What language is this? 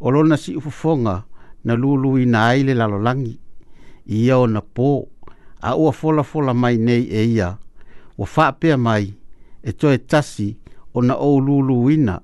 Samoan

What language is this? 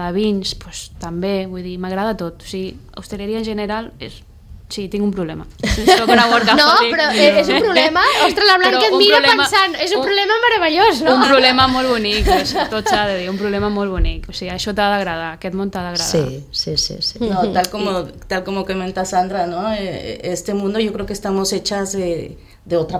Catalan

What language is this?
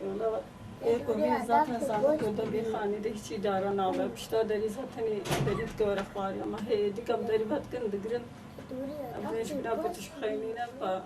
Kurdish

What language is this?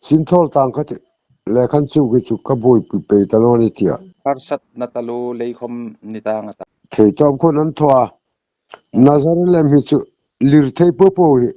Hmar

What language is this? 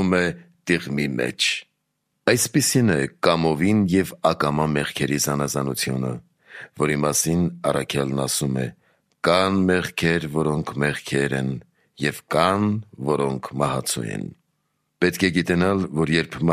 Armenian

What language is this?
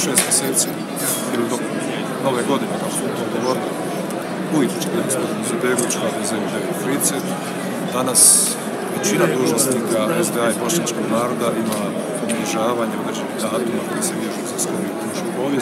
Croatian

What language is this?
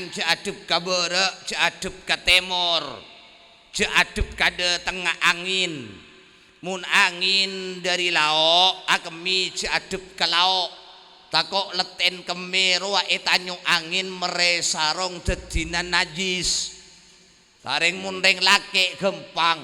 Madurese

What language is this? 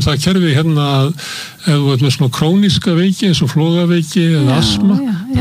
Icelandic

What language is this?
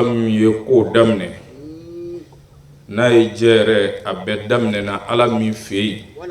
Bambara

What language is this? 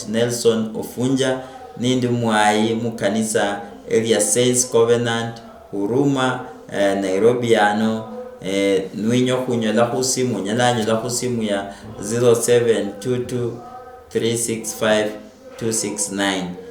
Luyia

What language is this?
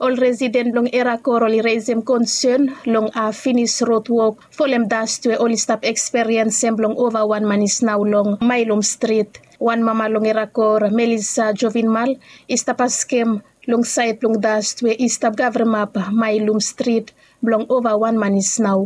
Bislama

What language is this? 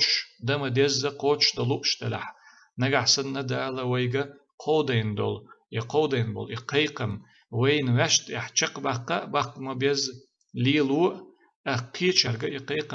Chechen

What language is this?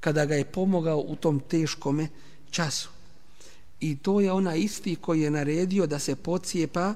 Bosnian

